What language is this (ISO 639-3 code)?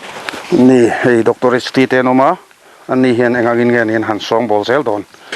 lus